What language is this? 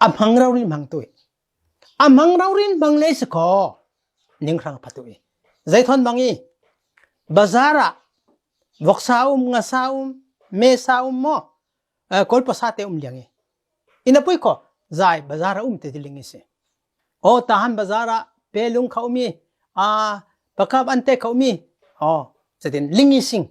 Falam Chin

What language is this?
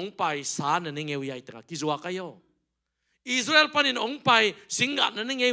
Tedim Chin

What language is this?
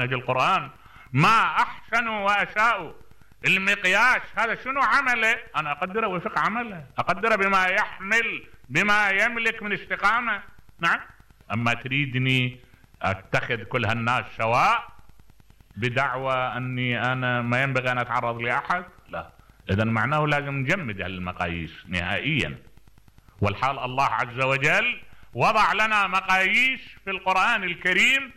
Mesopotamian Arabic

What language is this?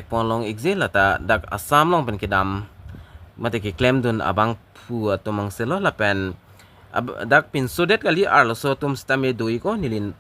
Karbi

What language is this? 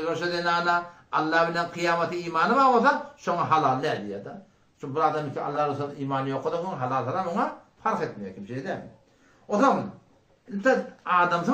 Turkmen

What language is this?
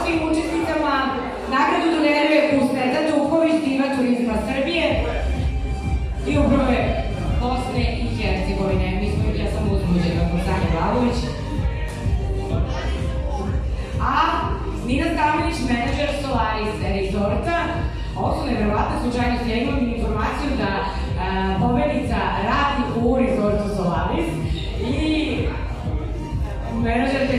Serbian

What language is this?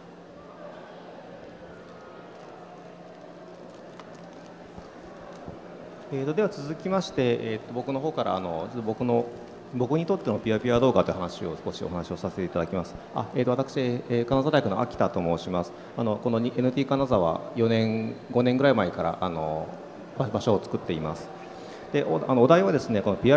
Japanese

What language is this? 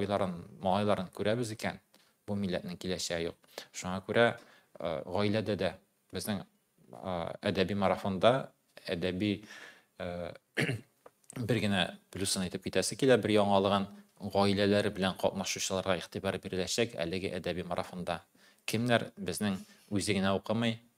Tatar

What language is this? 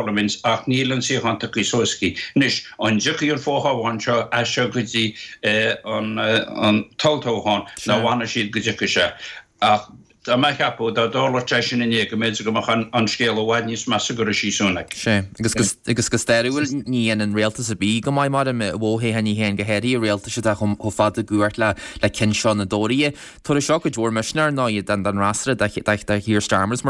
Irish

